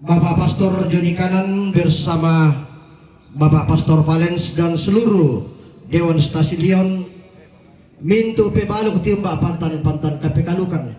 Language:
Toraja-Sa'dan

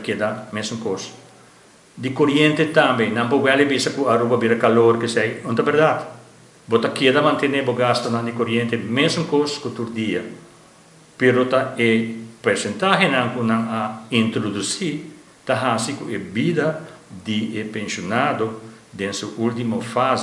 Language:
Papiamento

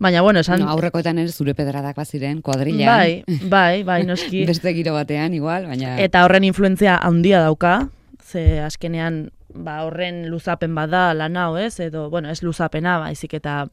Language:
Basque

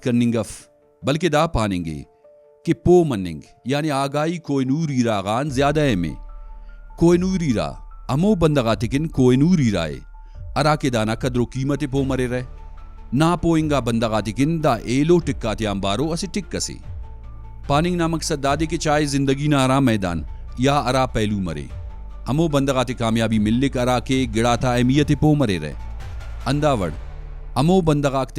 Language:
Brahui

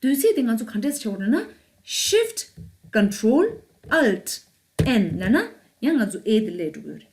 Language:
Tibetan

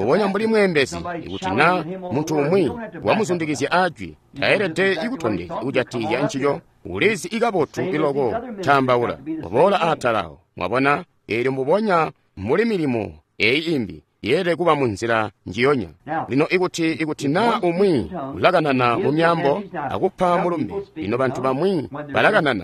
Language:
Tonga (Zambia)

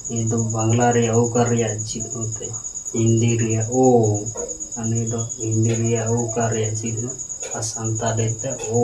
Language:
Santali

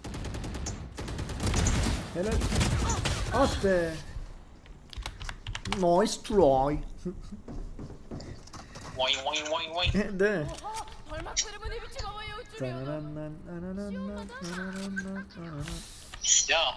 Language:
Turkish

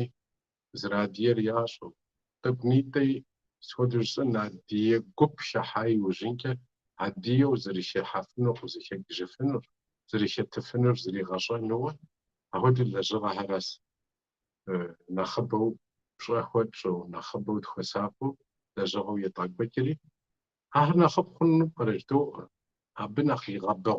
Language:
Kabardian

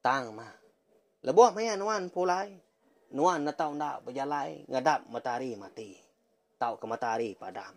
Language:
Iban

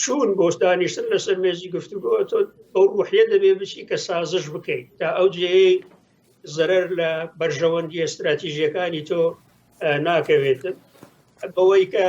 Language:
Central Kurdish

